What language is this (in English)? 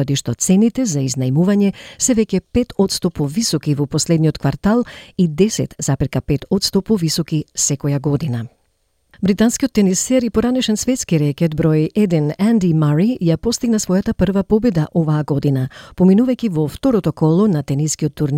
Macedonian